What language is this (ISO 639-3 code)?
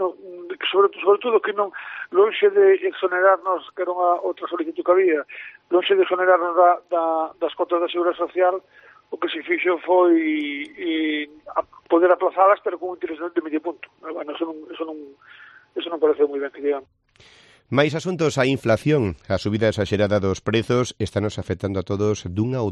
glg